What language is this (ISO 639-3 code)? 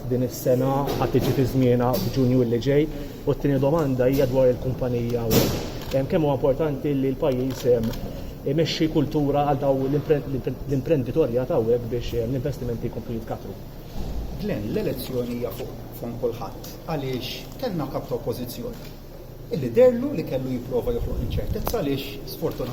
mlt